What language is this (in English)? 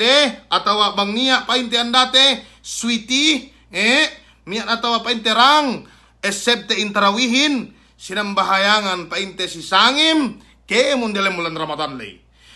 Yakan